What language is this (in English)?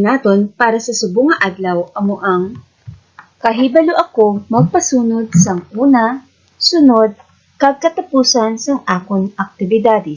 Hiligaynon